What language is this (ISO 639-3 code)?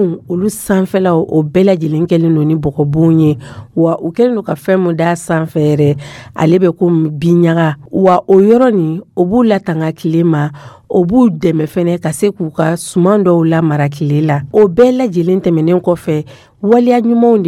dyu